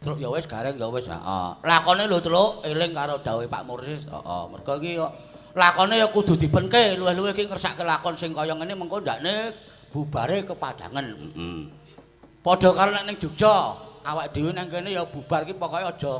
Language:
Javanese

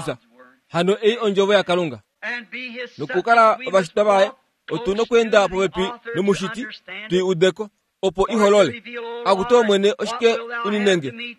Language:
Kuanyama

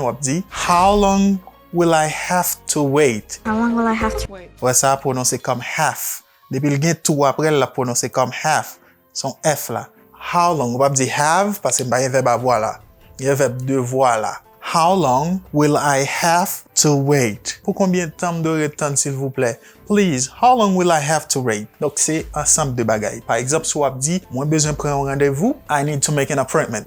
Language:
Haitian Creole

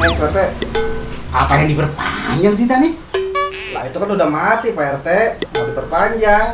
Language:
Betawi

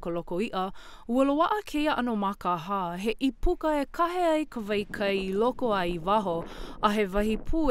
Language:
Hawaiian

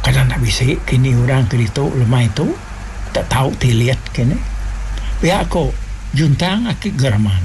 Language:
Iban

